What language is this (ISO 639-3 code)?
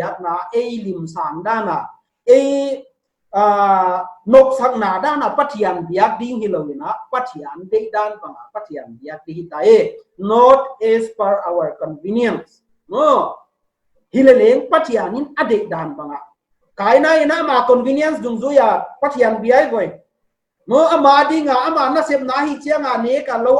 pck